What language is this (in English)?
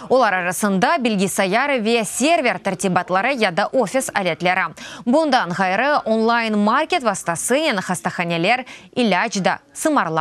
Crimean Tatar